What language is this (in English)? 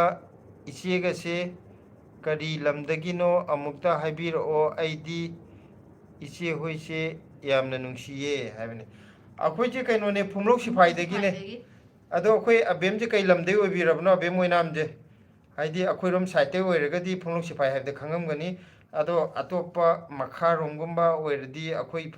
Manipuri